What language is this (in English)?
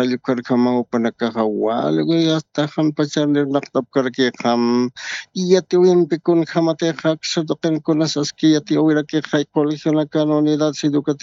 Aymara